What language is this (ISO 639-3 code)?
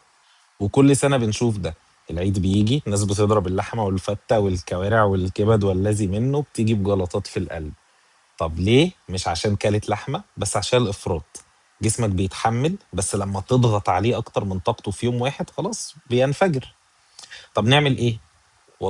arz